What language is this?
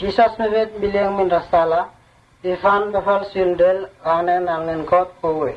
Vurës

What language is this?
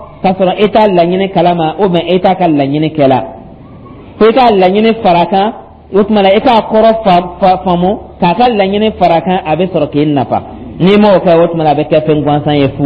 Dyula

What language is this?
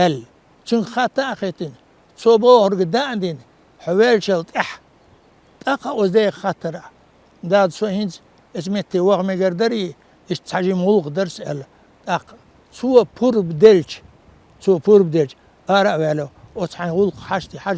Chechen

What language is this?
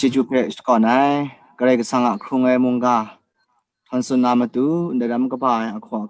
Kachin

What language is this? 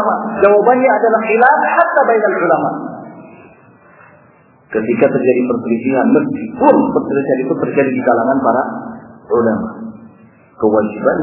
Indonesian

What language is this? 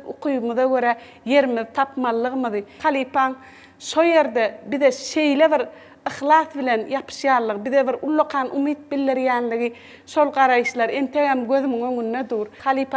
Turkmen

